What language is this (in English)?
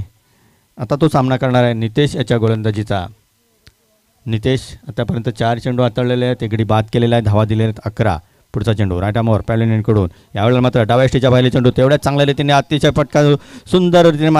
Marathi